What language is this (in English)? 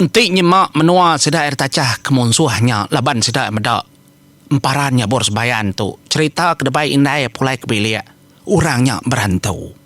Iban